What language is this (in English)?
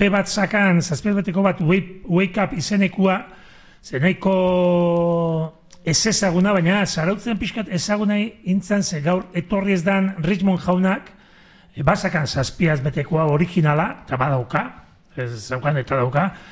Basque